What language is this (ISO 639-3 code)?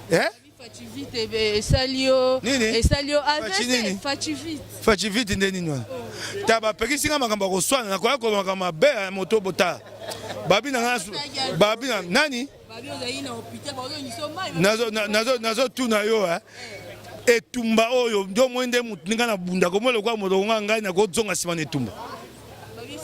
lin